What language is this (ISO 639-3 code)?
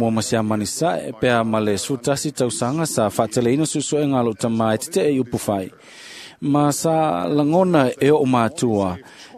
smo